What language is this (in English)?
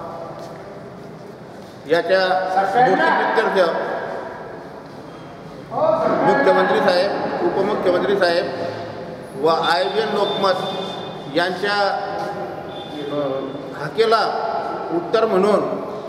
Marathi